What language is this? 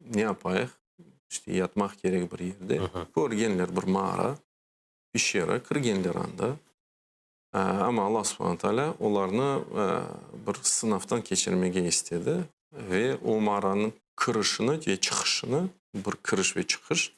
Crimean Tatar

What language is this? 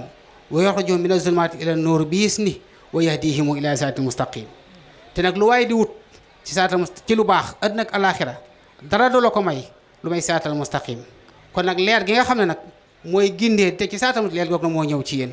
Wolof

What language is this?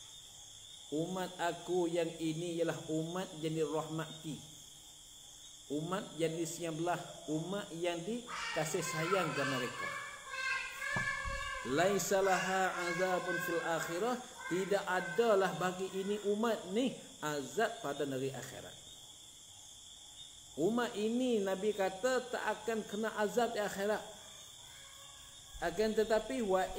Malay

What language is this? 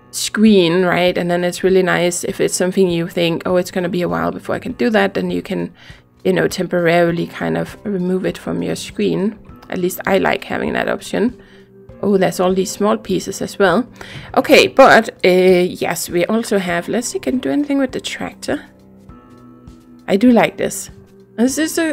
English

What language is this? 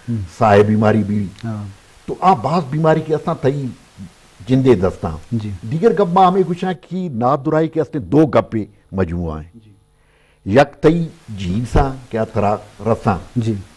Eastern Balochi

